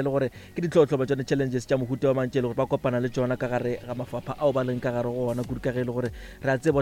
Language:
Northern Sotho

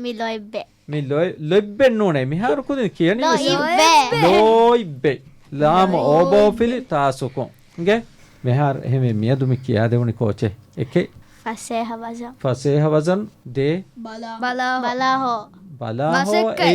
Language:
Divehi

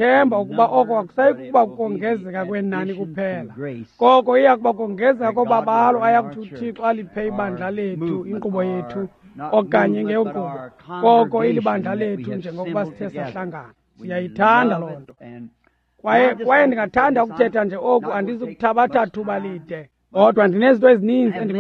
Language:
Xhosa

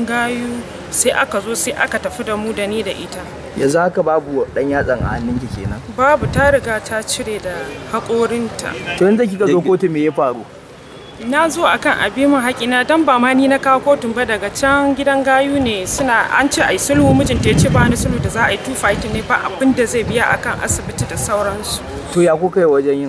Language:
Hausa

